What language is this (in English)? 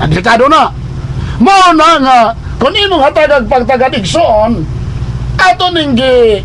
Cebuano